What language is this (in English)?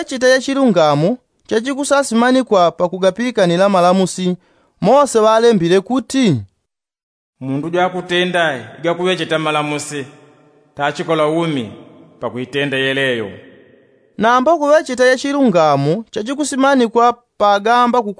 Yao